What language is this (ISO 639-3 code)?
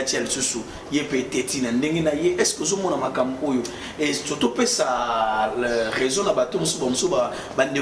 lin